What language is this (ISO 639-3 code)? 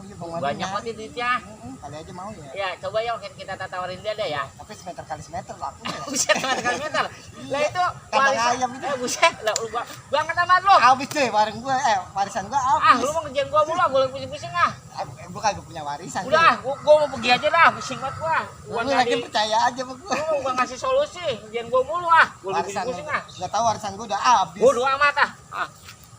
bew